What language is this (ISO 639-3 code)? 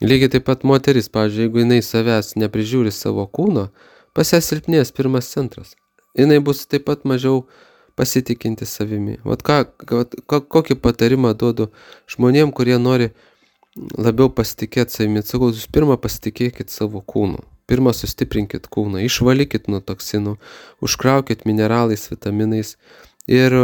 lit